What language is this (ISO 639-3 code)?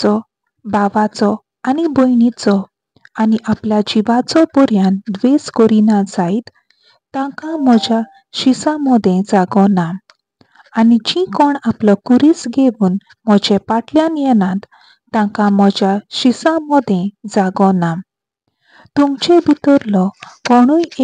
kok